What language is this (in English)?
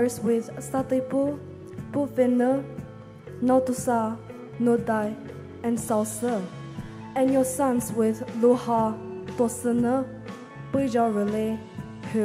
Poumei Naga